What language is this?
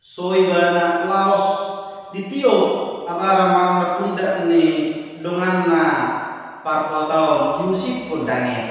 Batak Toba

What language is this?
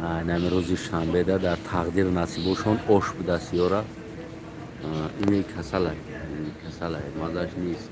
Tajik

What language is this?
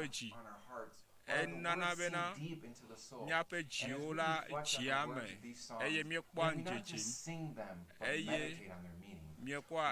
Ewe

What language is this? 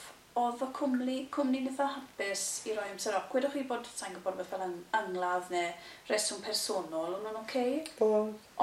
Welsh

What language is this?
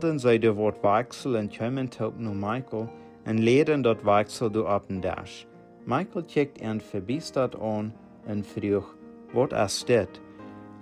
Plautdietsch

